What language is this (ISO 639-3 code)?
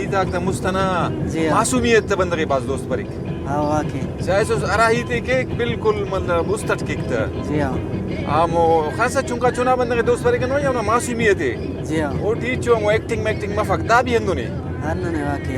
brh